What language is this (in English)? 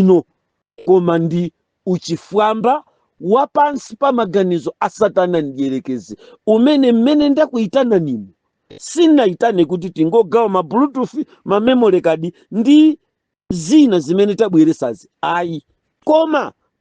Nyanja